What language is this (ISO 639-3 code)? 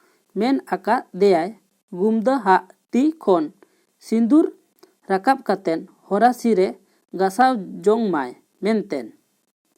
sat